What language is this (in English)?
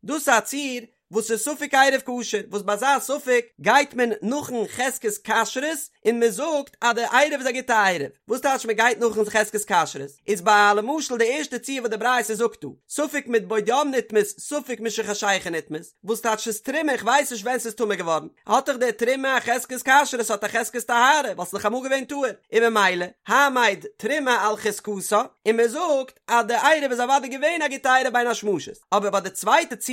Yiddish